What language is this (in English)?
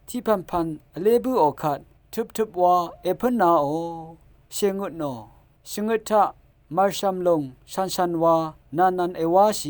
Rawang